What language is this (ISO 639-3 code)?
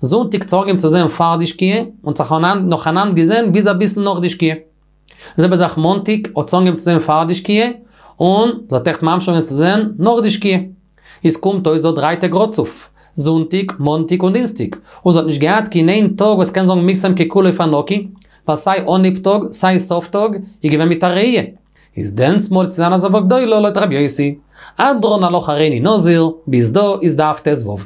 yid